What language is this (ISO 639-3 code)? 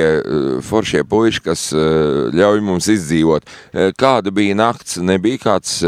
lav